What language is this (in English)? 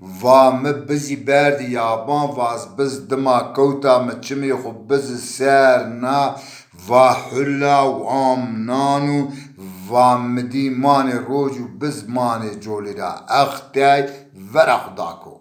Zaza